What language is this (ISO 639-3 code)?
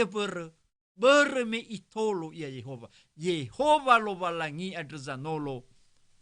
nia